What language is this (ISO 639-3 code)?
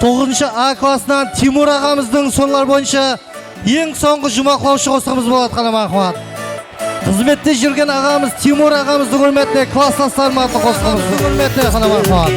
kaa